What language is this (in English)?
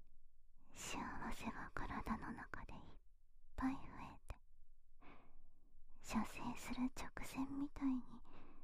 Japanese